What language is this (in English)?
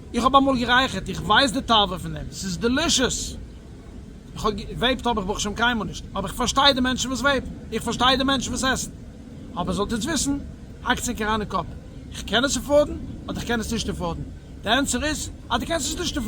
Yiddish